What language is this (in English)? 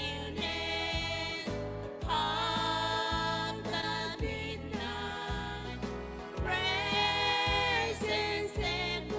Gilbertese